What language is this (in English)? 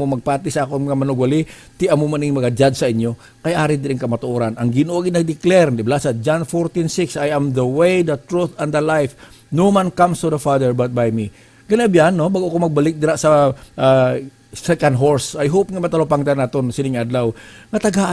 Hiligaynon